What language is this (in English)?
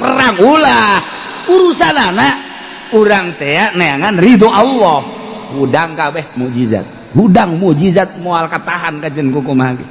Sundanese